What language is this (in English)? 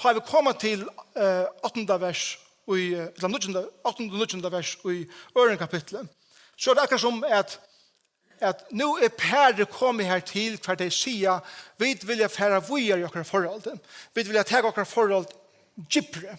Faroese